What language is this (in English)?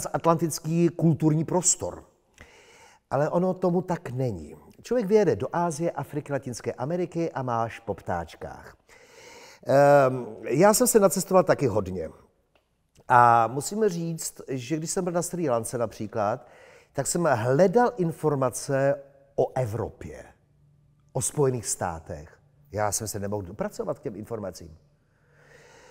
Czech